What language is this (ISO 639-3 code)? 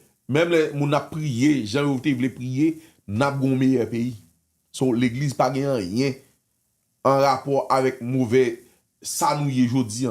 hat